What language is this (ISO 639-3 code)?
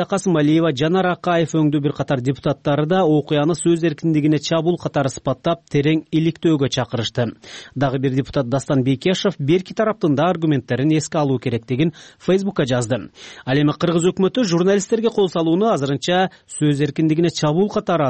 kir